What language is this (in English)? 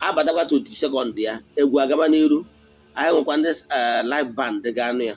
Igbo